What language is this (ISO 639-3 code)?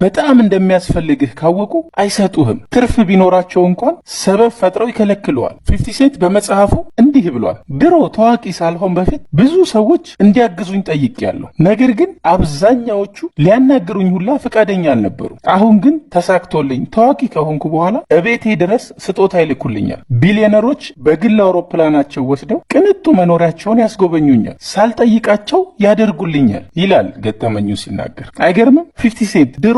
amh